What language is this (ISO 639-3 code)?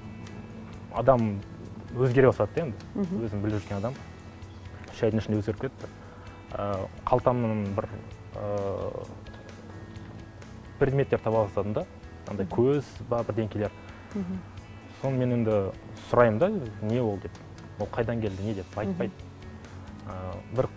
kaz